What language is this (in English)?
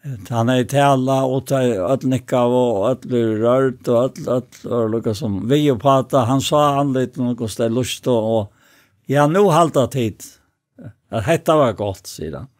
Faroese